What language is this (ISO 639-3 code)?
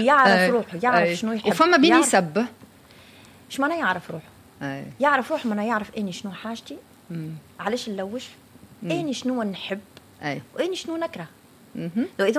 aeb